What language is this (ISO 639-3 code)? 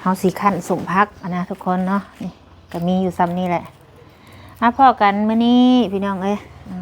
lao